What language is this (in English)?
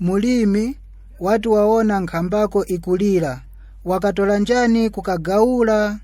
Nyanja